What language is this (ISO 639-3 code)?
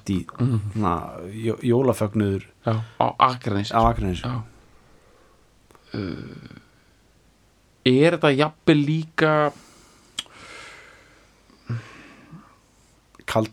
isl